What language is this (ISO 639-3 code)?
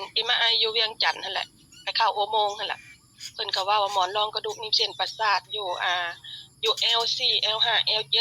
lao